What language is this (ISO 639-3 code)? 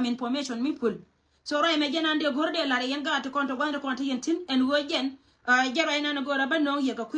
nus